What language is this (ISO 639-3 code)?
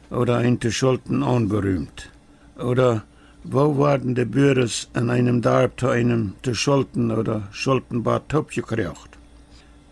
pdt